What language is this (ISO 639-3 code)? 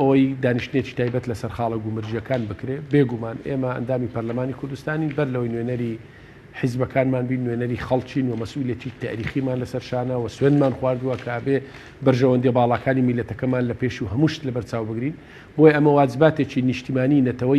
ckb